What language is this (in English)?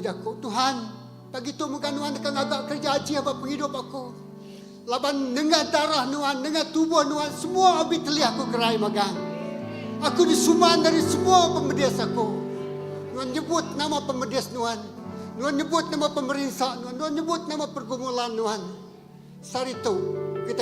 Iban